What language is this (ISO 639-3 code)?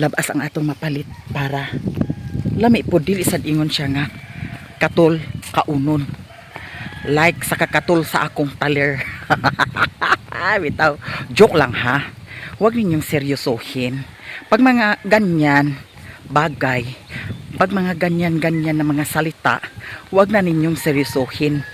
ceb